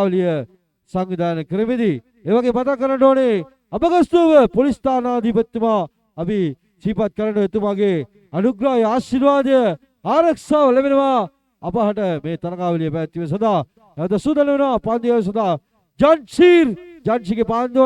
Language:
Sinhala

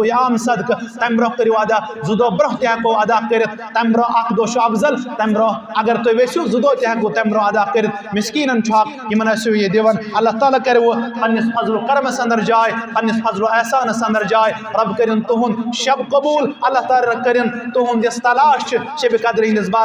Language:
Kashmiri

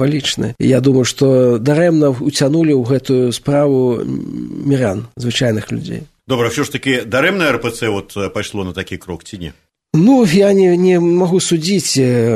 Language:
Belarusian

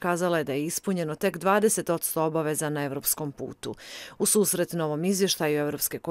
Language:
Bosnian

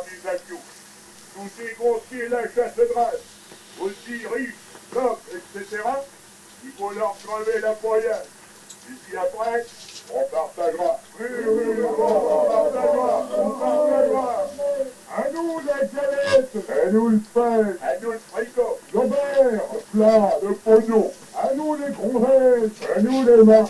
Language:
French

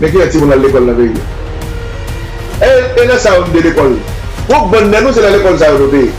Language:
Haitian Creole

